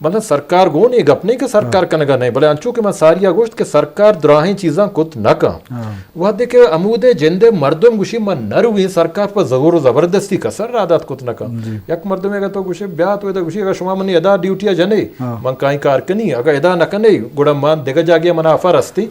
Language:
Eastern Balochi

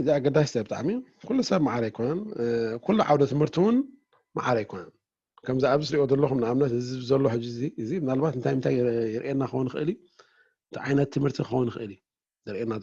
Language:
Tigrinya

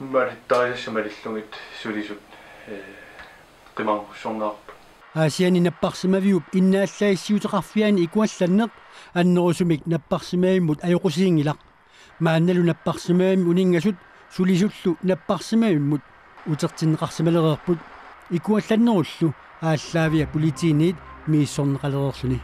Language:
Kalaallisut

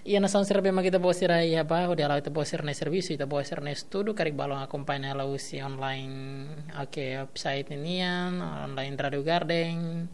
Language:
Tetum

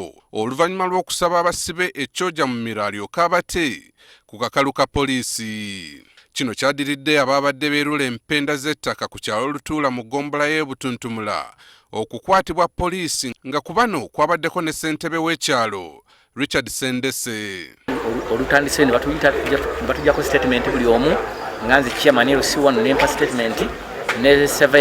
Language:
Ganda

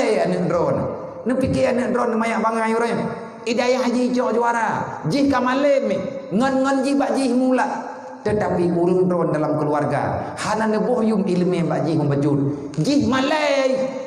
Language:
Achinese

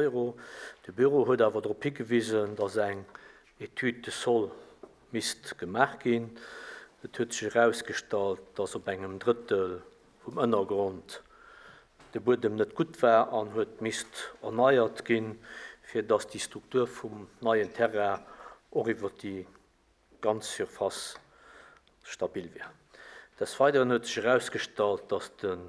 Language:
Luxembourgish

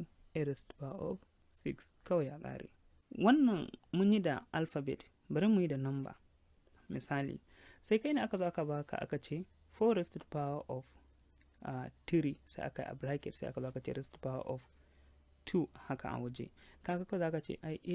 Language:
Hausa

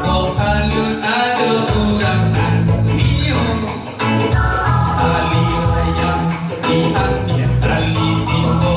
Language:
Minangkabau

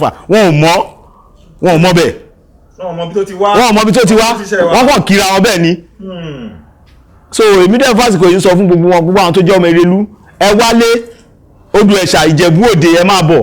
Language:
Yoruba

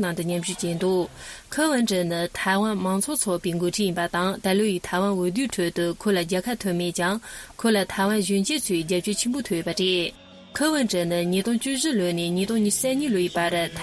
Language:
Tibetan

